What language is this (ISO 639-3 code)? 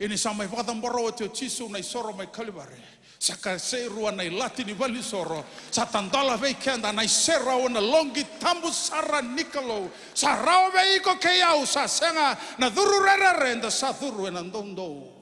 fij